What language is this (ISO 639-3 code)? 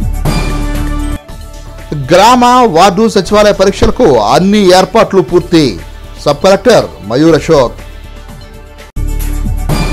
tel